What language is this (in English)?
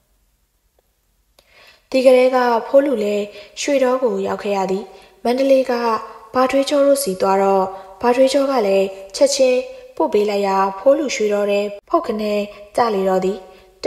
Burmese